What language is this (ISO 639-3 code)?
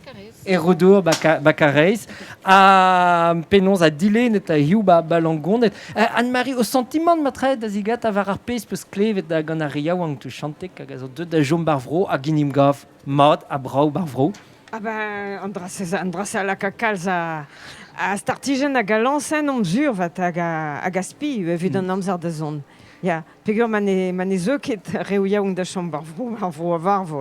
bre